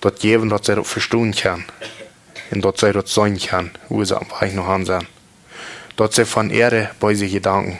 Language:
Plautdietsch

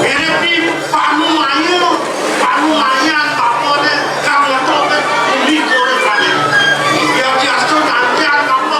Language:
Balinese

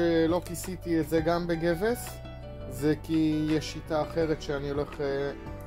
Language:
Hebrew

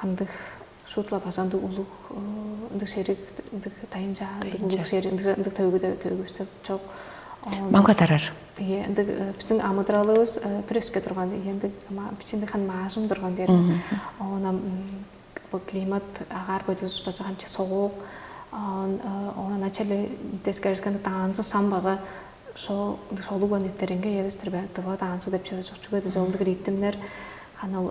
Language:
Tuvinian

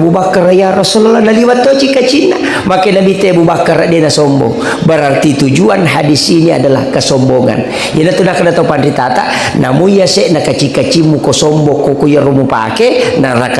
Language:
Buginese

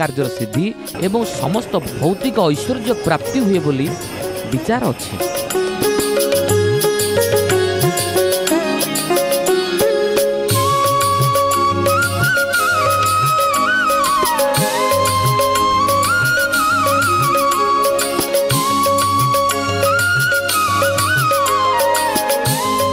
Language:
Odia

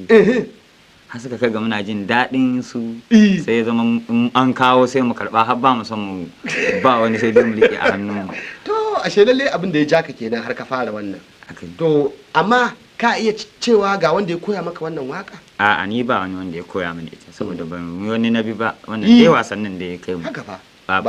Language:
Hausa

